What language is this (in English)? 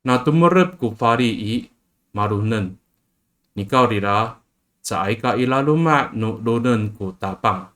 Amis